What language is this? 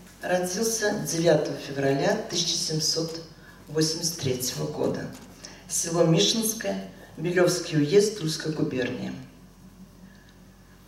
Russian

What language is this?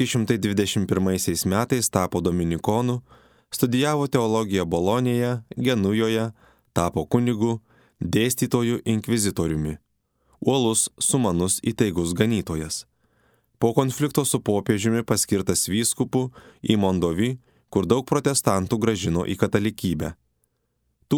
Lithuanian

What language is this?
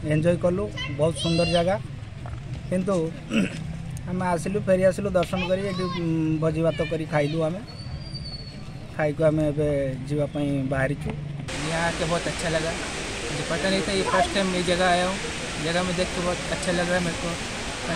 Odia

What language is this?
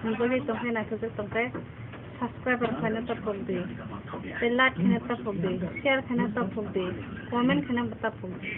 Kok Borok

